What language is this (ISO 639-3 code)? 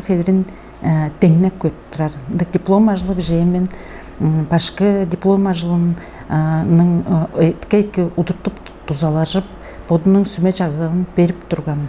tyv